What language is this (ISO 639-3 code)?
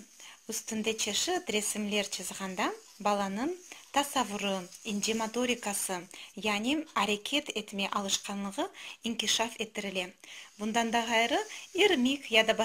crh